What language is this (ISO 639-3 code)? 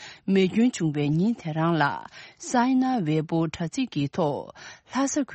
bod